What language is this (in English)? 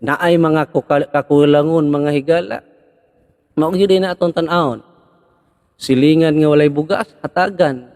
Cebuano